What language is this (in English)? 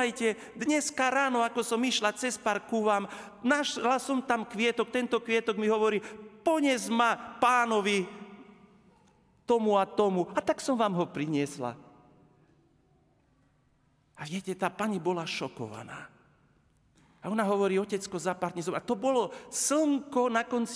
Slovak